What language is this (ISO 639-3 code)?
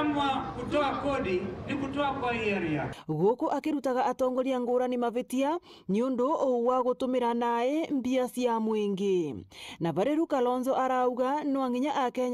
mer